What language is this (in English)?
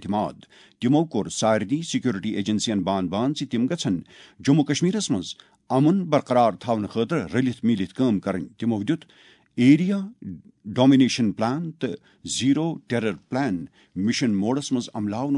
Kashmiri